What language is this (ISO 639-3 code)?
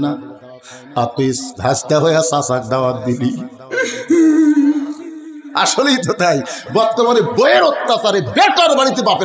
ben